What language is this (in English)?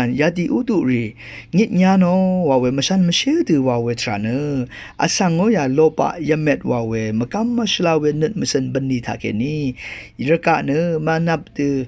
Rawang